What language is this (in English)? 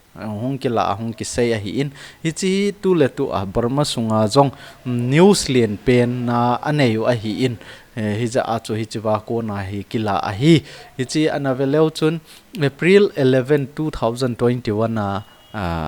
Thado Chin